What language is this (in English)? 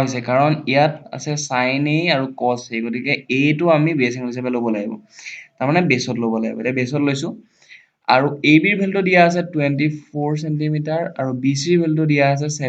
Assamese